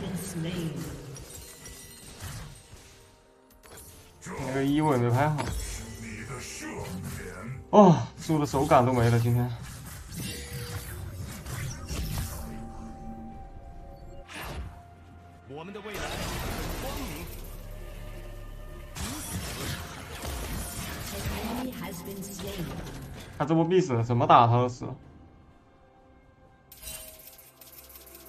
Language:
Chinese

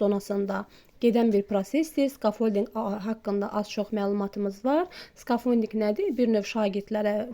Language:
Azerbaijani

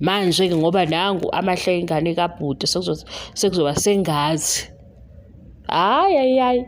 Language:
Zulu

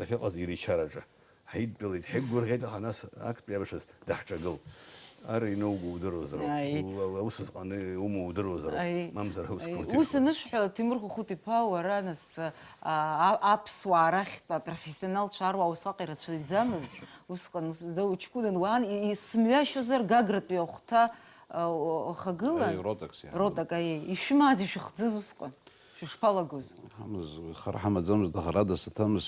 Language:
Abkhazian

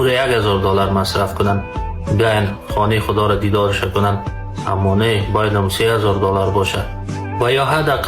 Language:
Persian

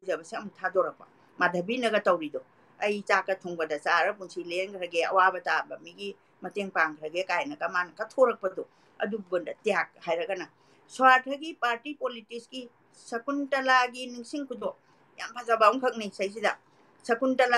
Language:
Manipuri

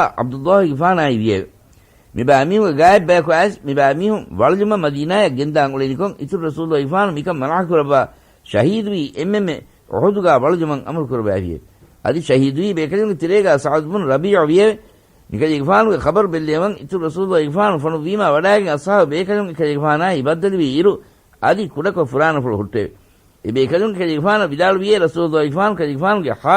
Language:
Divehi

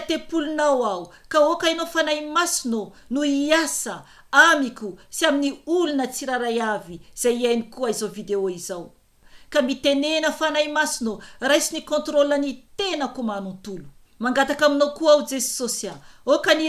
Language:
Malagasy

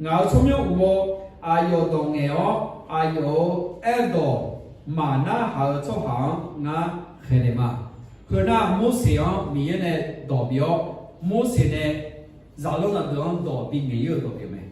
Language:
Akha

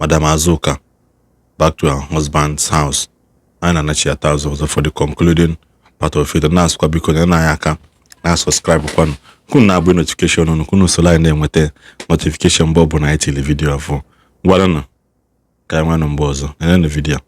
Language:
Igbo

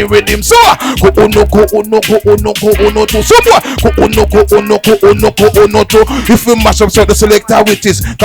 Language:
Jamaican Creole English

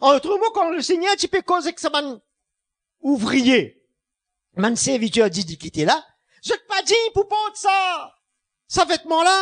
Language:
Morisyen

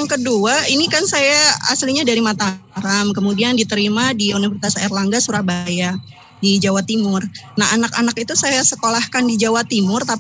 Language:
Indonesian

